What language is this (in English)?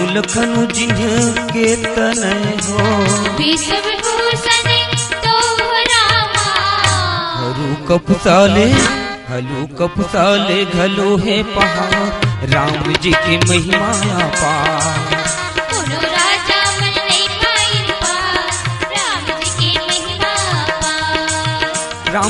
Chhattisgarhi